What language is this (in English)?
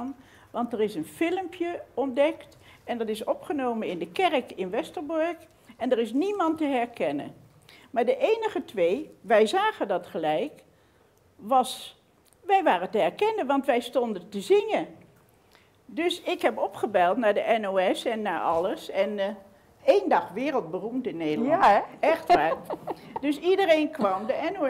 Dutch